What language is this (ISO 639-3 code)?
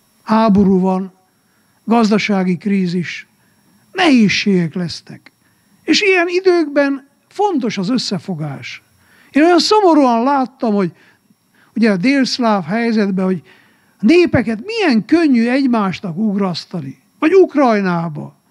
hun